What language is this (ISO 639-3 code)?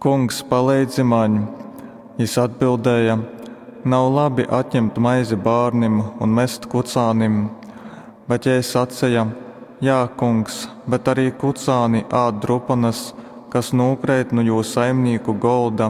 ltg